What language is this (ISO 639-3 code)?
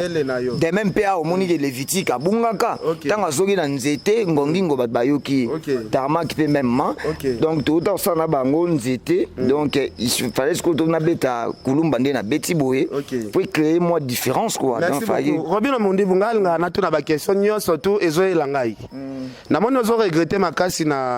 lin